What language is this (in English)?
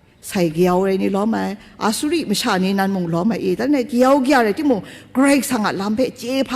Kachin